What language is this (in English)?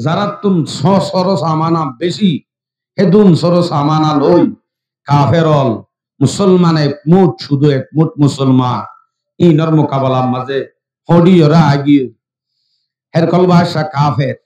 Rohingya